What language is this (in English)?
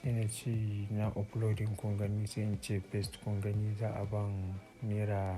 Hausa